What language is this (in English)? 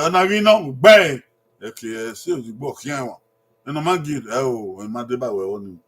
Bini